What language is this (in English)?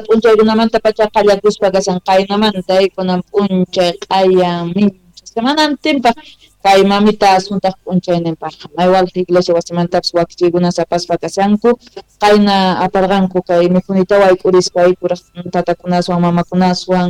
South Bolivian Quechua